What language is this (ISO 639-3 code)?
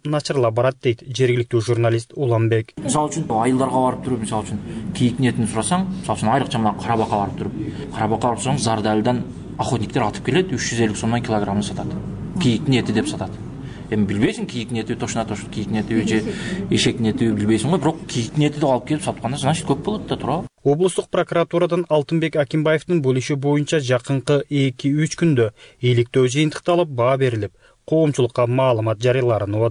kir